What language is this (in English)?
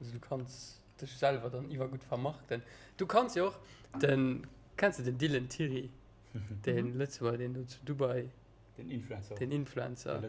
Luxembourgish